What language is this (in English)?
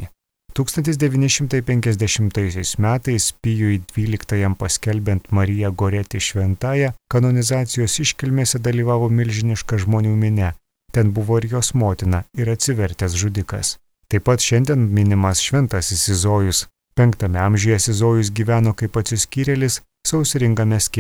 Lithuanian